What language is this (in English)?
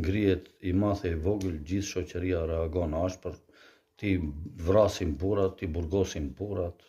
Albanian